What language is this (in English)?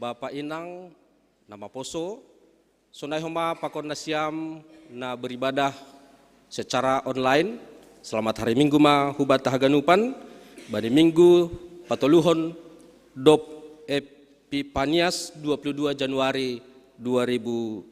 Batak Simalungun